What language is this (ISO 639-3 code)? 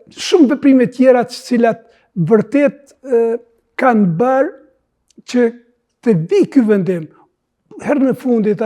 sqi